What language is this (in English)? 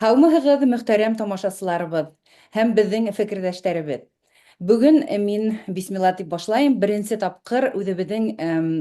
Bashkir